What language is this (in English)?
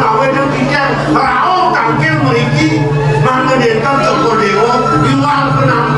Balinese